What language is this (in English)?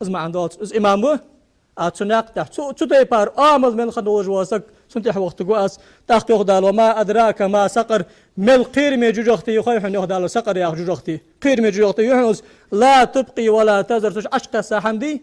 Ingush